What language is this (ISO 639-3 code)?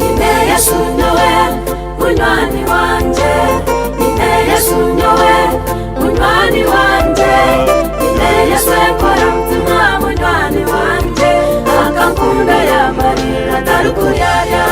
nyn